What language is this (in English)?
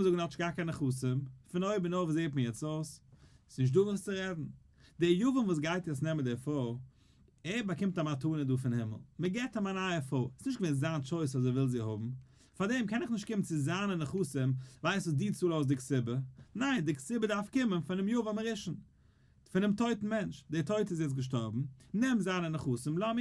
Yiddish